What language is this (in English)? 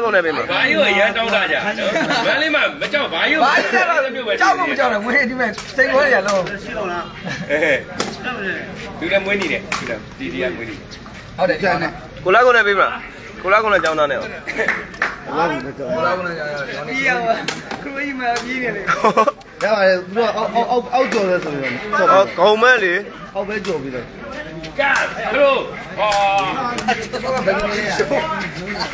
Burmese